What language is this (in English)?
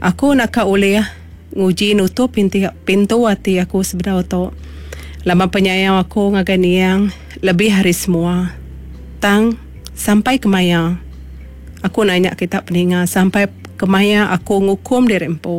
Iban